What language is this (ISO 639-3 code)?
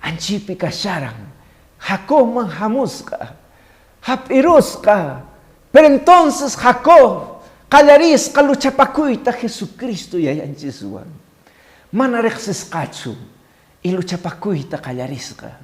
que